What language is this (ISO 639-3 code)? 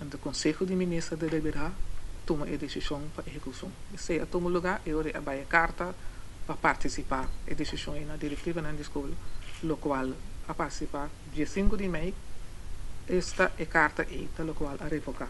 pap